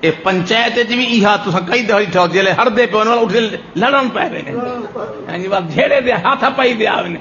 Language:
Saraiki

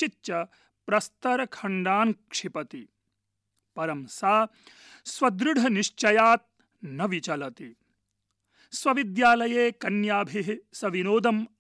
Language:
Sanskrit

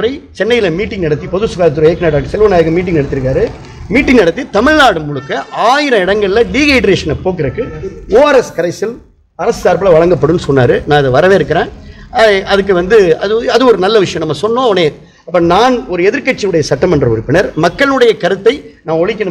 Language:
Tamil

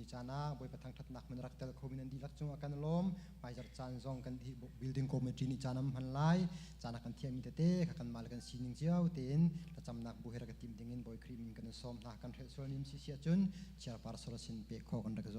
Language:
Hakha Chin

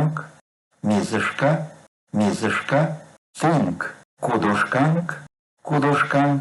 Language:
Erzya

